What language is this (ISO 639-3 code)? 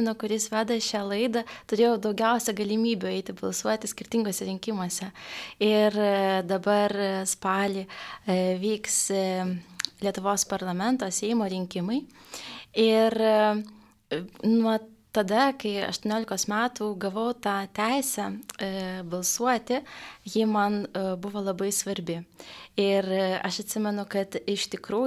lit